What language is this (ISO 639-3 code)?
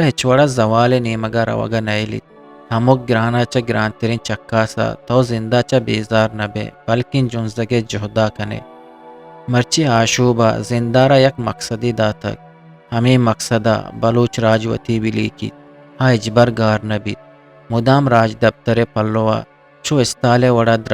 bgp